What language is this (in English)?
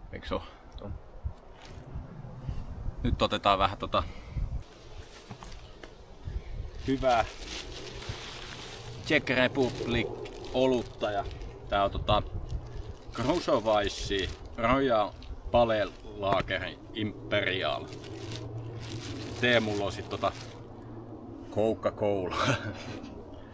Finnish